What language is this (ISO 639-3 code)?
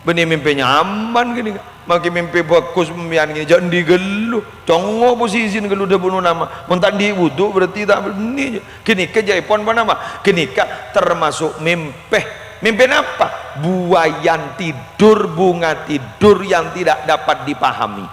mad